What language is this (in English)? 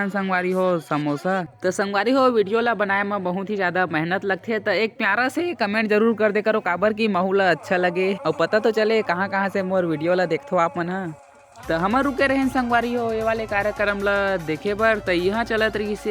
Chhattisgarhi